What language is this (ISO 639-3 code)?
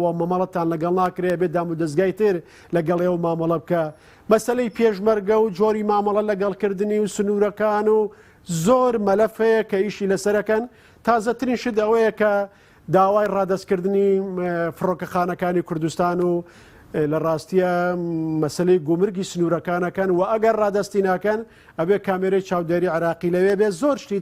ckb